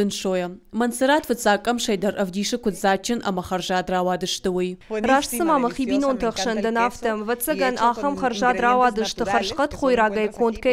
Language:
Ossetic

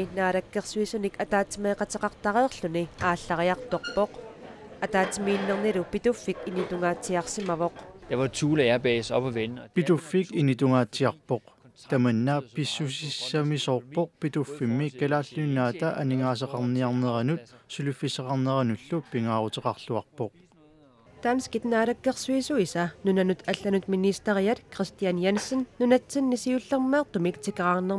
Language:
Kalaallisut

